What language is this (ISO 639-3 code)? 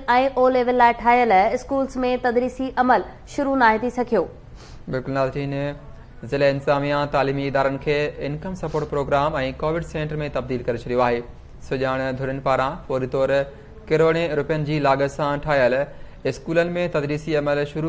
snd